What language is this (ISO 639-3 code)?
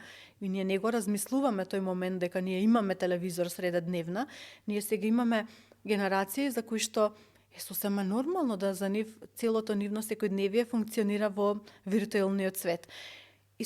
mkd